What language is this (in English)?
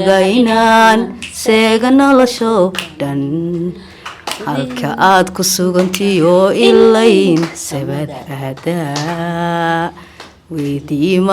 Somali